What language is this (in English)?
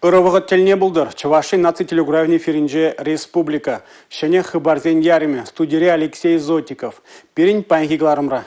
Chuvash